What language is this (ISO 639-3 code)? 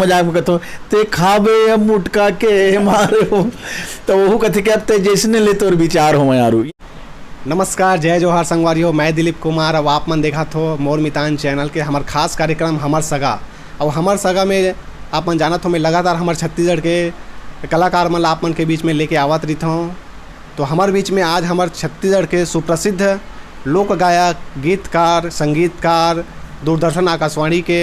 hne